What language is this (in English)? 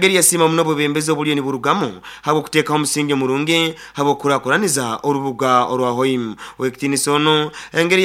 Nyoro